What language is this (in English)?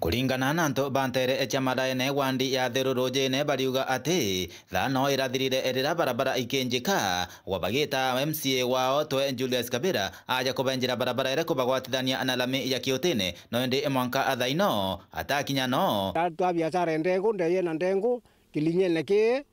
Meru